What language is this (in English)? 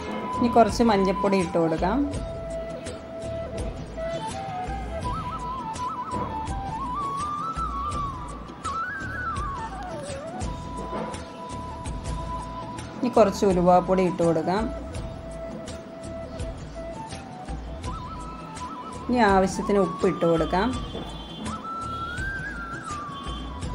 Malayalam